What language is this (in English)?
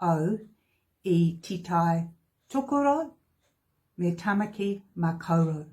Māori